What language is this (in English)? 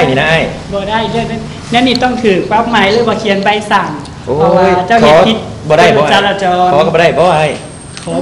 Lao